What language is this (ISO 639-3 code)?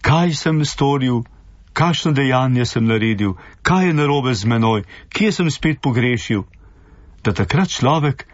slv